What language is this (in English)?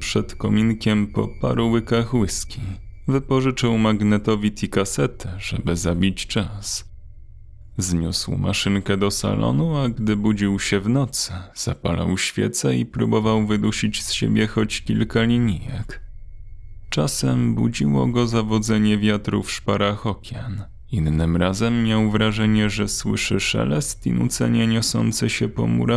Polish